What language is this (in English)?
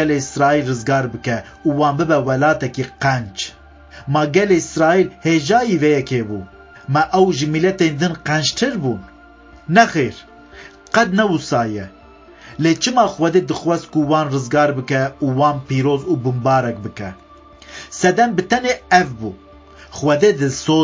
Kurdish